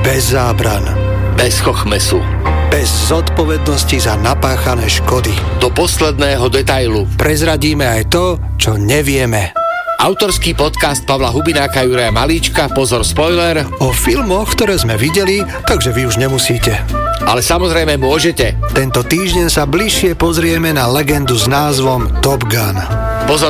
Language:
Slovak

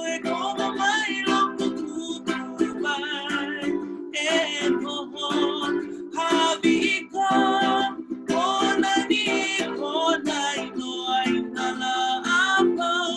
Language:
Hawaiian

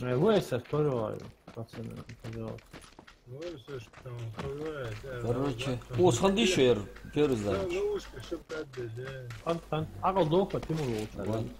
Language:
Ingush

